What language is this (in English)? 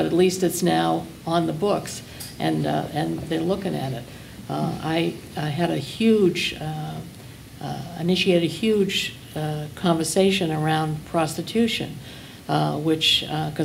English